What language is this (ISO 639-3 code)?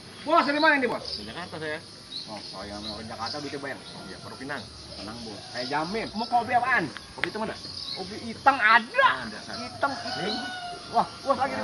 bew